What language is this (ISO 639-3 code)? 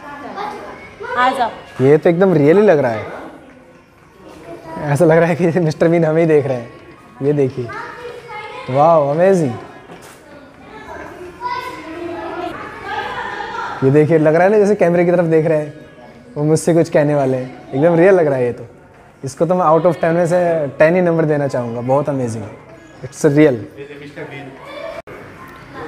hin